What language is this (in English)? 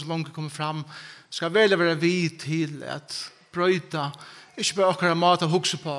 Faroese